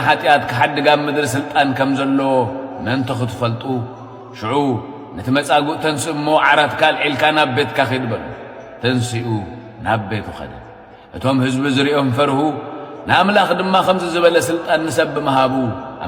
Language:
Tigrinya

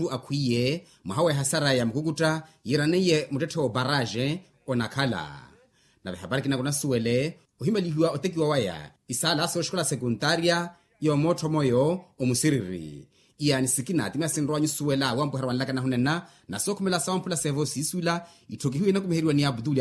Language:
Makhuwa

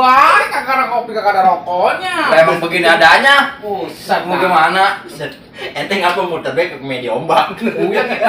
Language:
Betawi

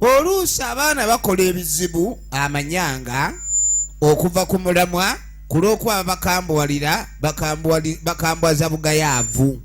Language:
Ganda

